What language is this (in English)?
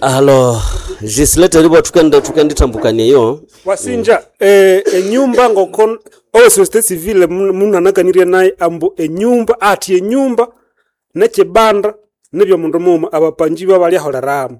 Nande